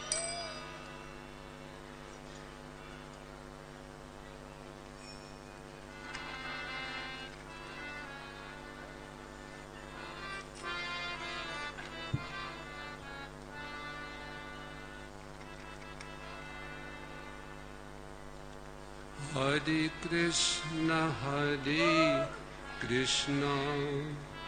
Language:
Hindi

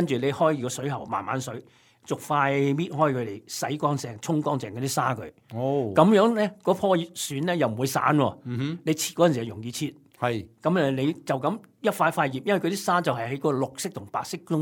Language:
Cantonese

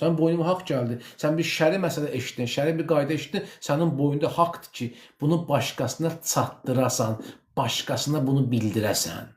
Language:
Azerbaijani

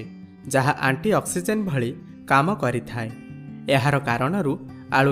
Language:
Odia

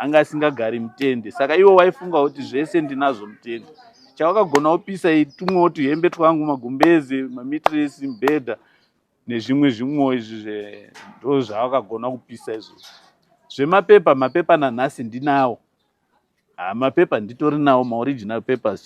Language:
Shona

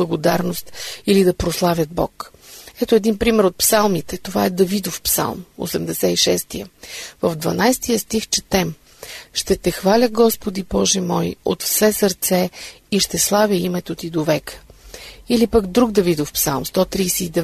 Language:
Bulgarian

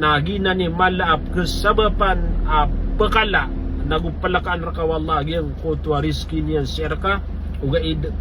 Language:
Maranao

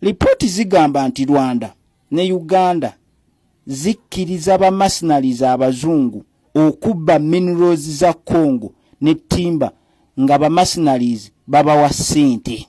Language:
Ganda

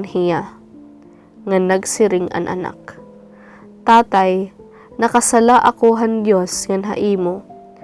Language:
Waray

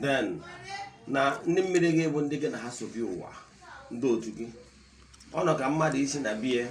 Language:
Igbo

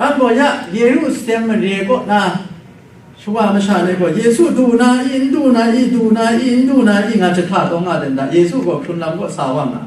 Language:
Kachin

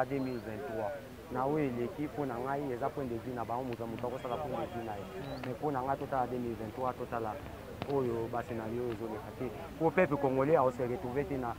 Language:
Lingala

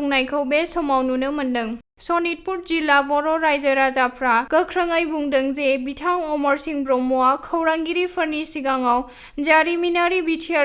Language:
Bodo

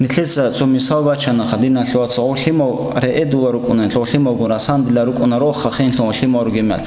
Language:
Avaric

